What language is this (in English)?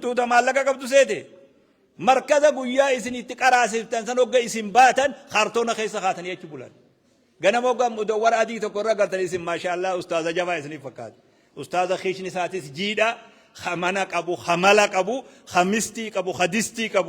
Oromo